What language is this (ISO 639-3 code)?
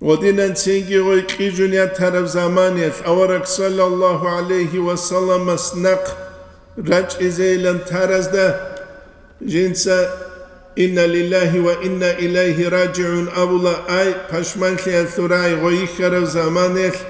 ava